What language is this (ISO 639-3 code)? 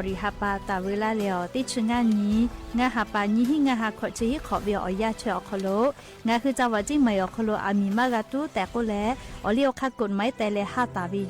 lhu